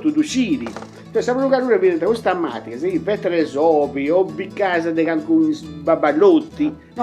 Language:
Sardinian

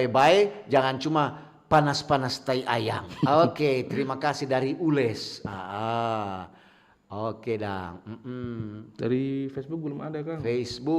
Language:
Manado Malay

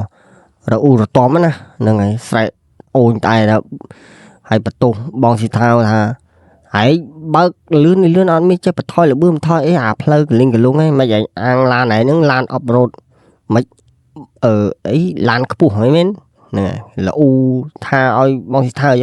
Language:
Khmer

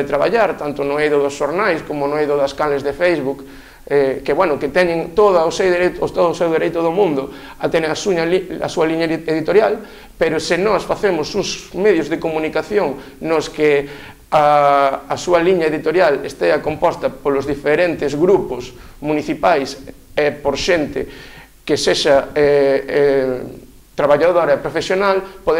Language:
Galician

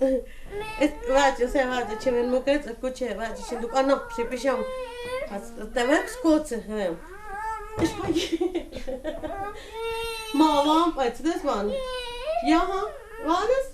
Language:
Totontepec Mixe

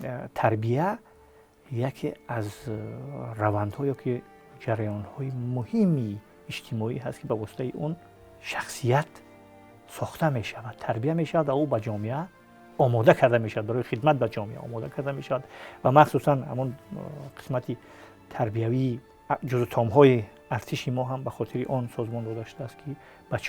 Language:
Tajik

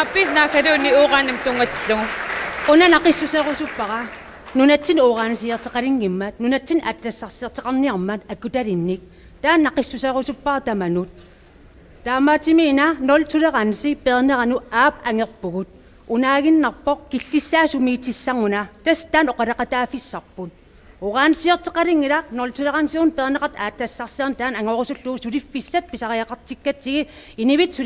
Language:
Kalaallisut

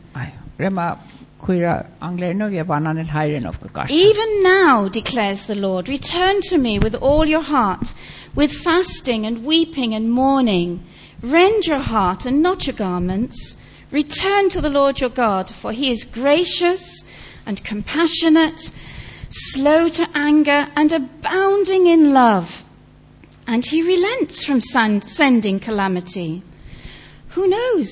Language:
Armenian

